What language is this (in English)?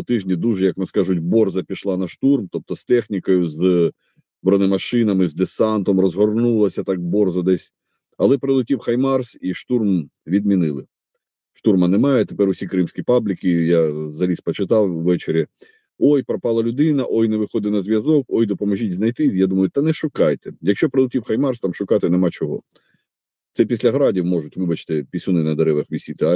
Ukrainian